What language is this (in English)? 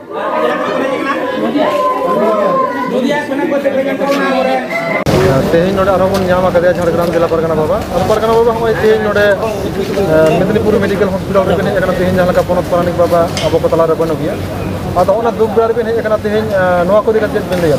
Santali